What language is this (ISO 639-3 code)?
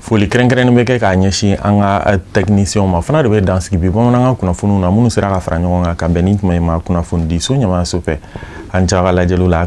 bam